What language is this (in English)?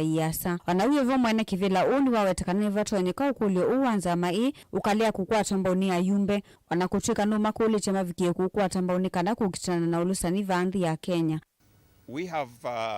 Kamba